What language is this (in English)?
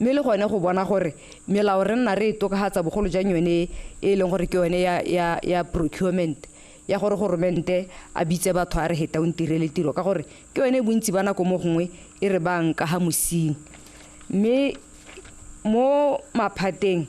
Tswana